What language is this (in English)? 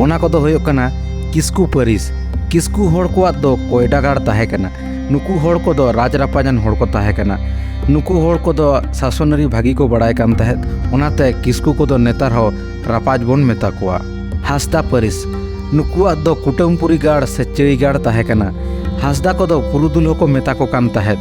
Santali